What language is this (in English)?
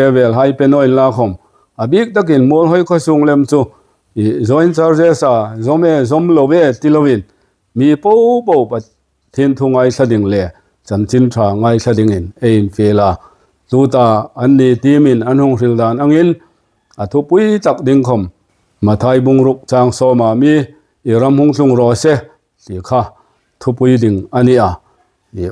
Hmar